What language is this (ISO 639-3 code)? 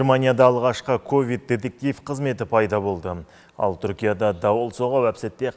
kaz